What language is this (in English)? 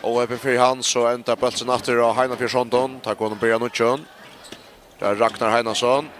Faroese